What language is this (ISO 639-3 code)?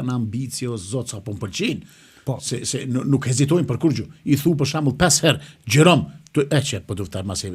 sqi